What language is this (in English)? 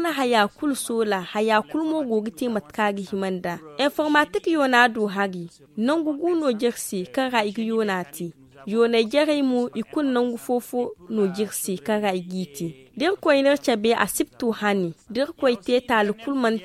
Zarma